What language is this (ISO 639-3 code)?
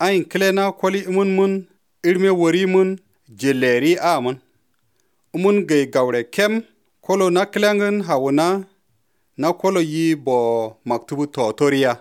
hrv